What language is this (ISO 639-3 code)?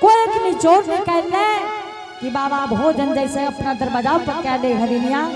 anp